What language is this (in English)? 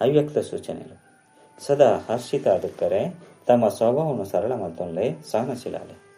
Tulu